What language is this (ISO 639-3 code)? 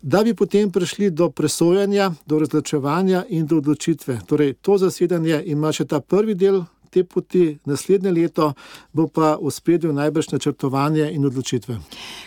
slv